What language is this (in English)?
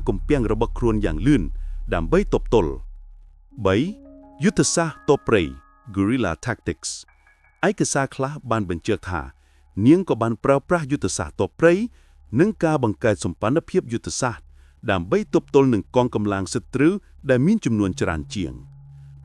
Khmer